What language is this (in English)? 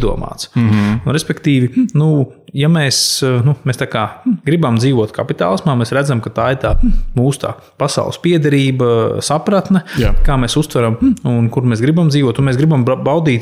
Latvian